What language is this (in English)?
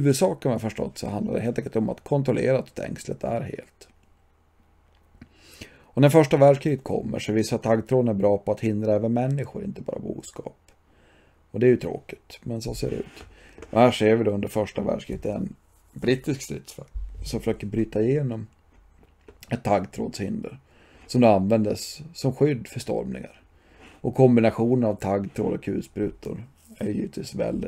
Swedish